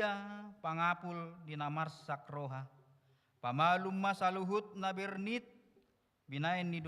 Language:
Batak Toba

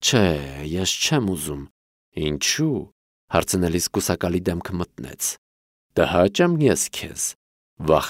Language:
Armenian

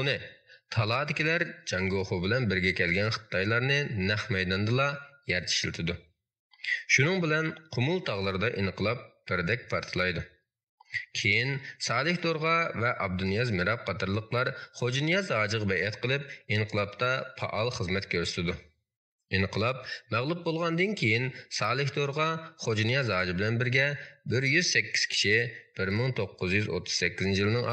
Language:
Uyghur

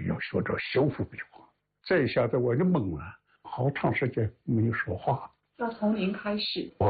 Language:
Chinese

